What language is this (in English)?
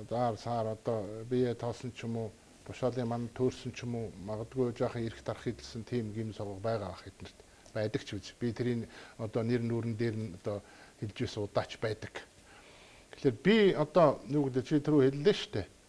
Mongolian